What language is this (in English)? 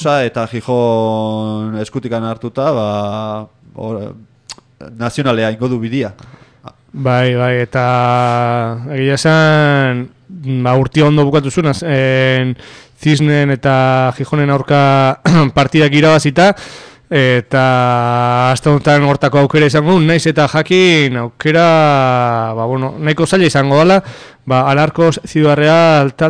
Basque